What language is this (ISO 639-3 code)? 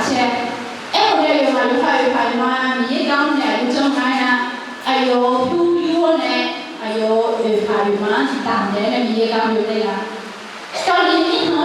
ahk